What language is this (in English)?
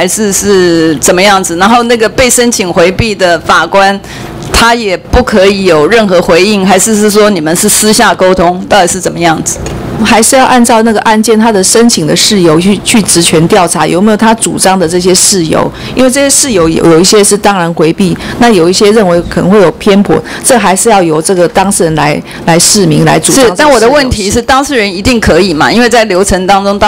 Chinese